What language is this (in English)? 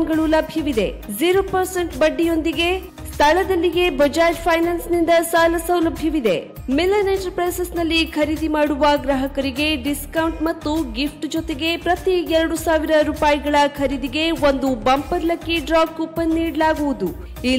Kannada